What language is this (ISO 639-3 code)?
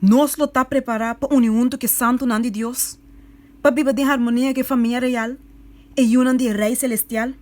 pap